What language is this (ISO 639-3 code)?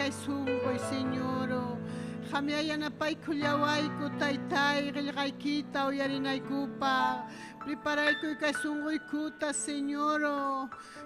quy